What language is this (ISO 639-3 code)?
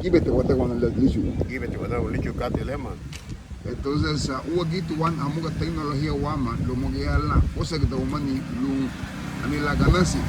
cab